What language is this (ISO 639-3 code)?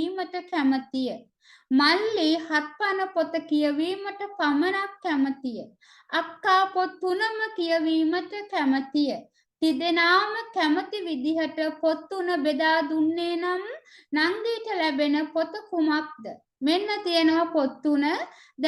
sin